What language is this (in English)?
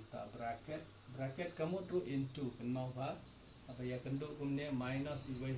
Khasi